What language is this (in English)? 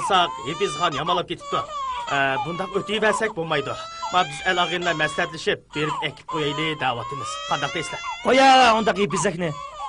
Uyghur